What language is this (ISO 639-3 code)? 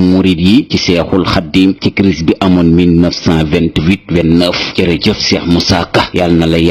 wol